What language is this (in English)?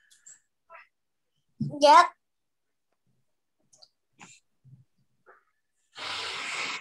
Malay